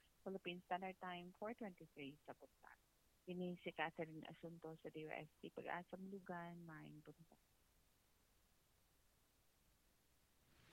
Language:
Cebuano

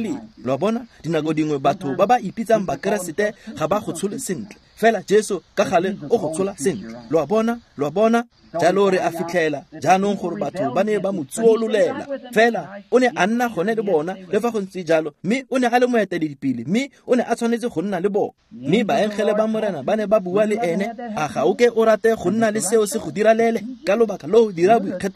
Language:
Tswana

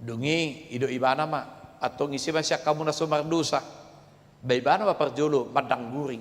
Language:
Batak Toba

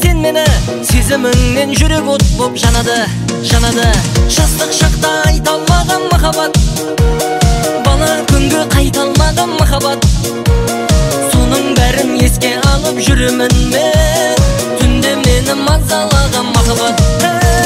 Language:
Kazakh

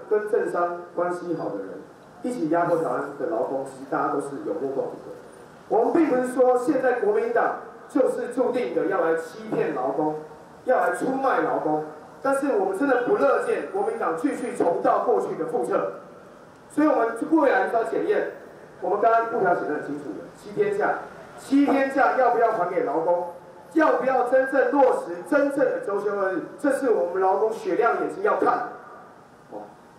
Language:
Chinese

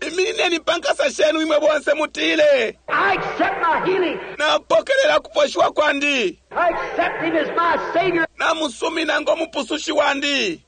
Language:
Bemba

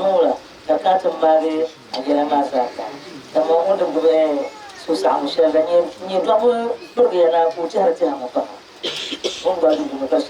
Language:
Dagbani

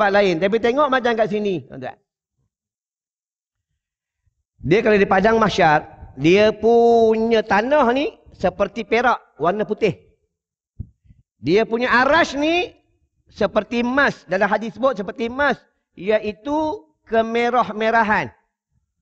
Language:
Malay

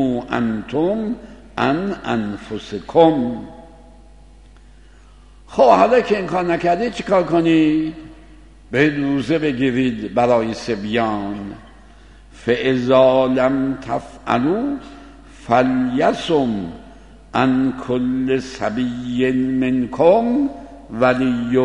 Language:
Persian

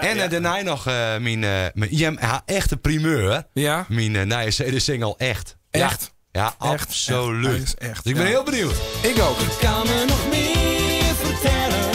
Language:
Western Frisian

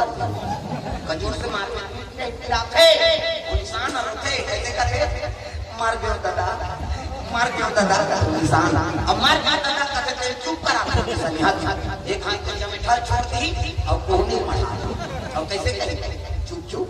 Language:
Chhattisgarhi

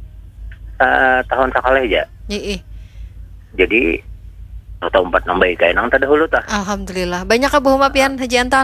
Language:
Banjar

